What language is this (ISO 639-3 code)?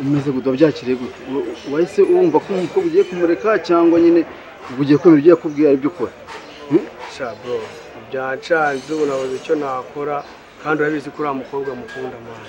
kin